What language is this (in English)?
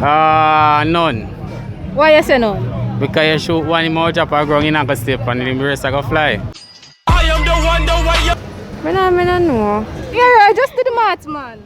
Jamaican Creole English